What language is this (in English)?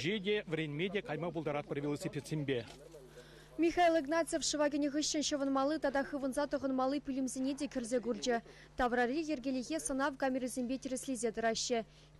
Chuvash